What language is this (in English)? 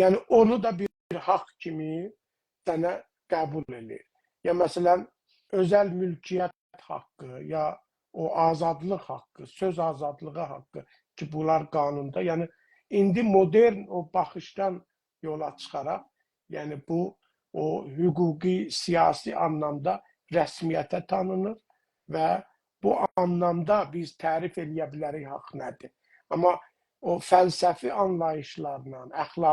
South Azerbaijani